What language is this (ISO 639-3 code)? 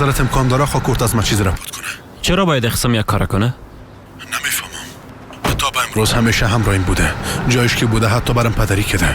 fas